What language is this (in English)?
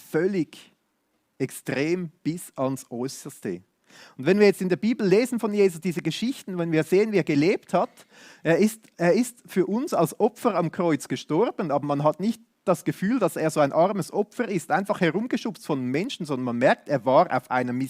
Swiss German